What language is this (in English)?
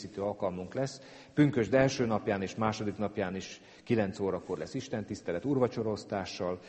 Hungarian